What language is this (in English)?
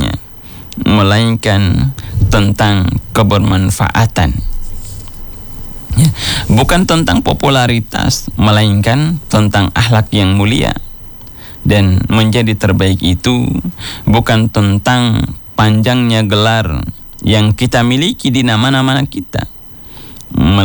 Indonesian